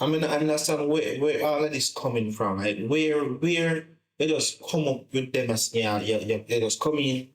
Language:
Jamaican Creole English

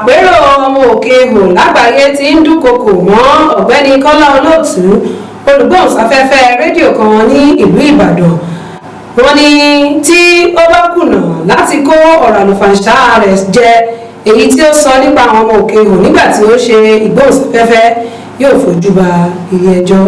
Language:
Yoruba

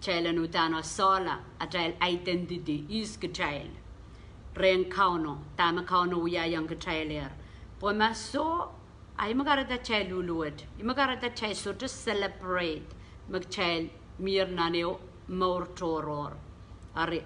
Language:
Pohnpeian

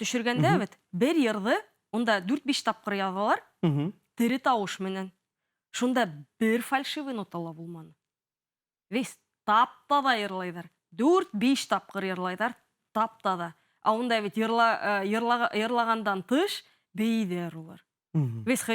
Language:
Bashkir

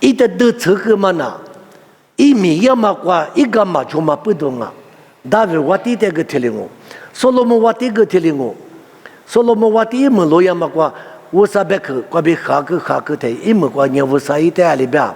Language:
Lisu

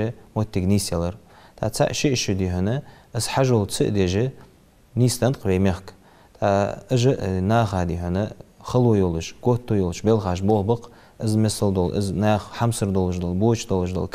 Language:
Ingush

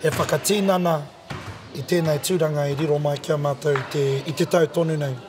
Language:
Māori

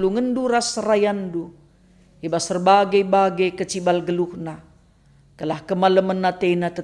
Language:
Batak Karo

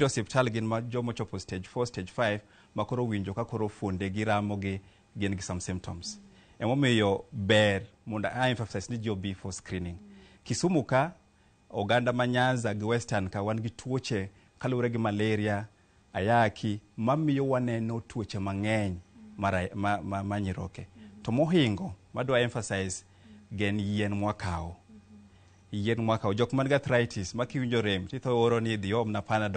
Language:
Luo (Kenya and Tanzania)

